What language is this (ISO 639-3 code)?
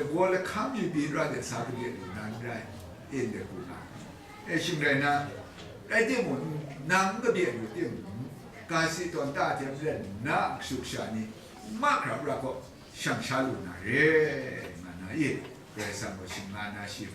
kac